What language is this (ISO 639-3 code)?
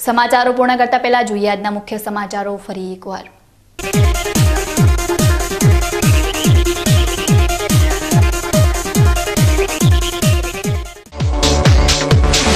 guj